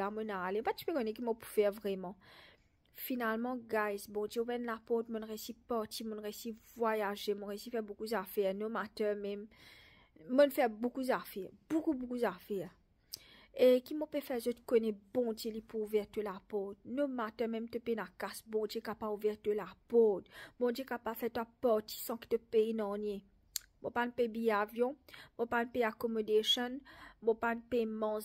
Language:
Morisyen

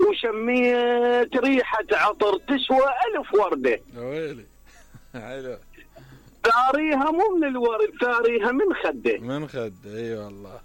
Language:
Mesopotamian Arabic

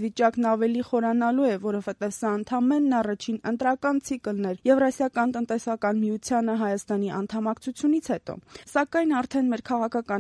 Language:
Armenian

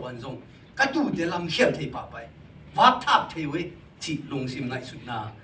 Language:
Tedim Chin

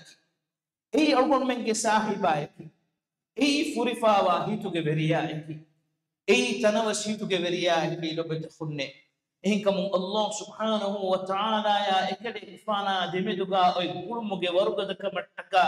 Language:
Divehi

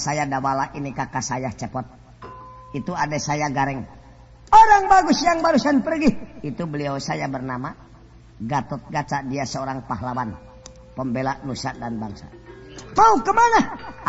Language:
Sundanese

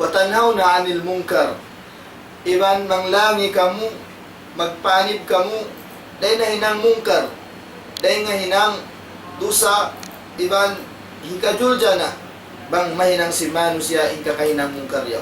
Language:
Tausug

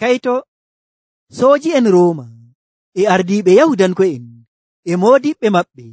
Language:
Nigerian Fulfulde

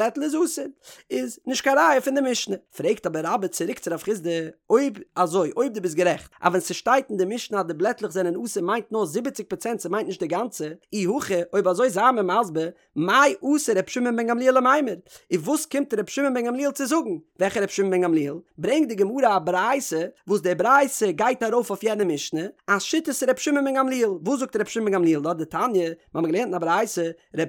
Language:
Yiddish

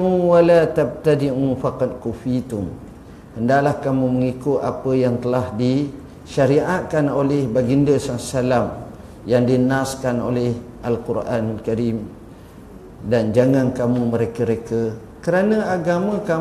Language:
Malay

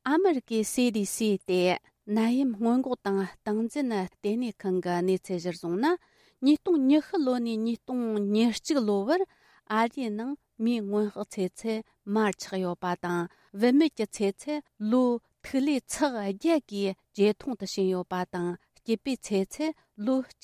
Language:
Tibetan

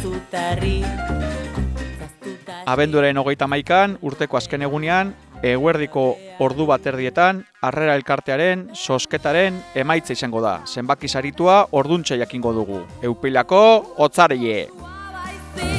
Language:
Basque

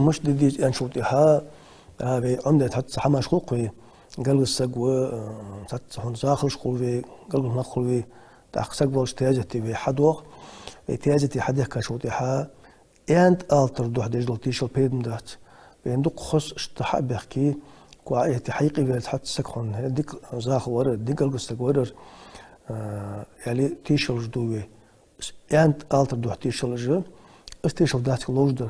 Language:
Ingush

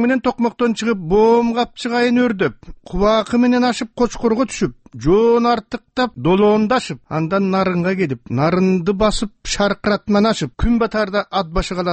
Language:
Kyrgyz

